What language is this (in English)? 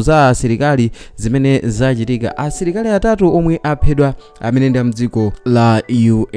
Nyanja